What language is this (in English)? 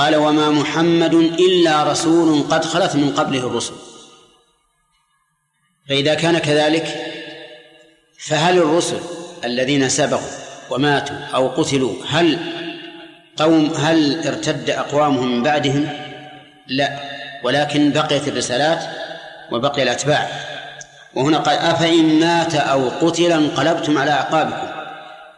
Arabic